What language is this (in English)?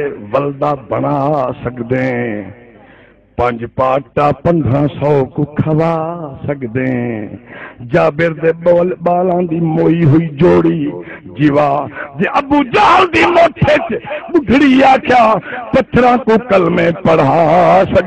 Saraiki